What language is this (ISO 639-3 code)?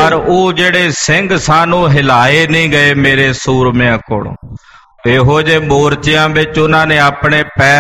pan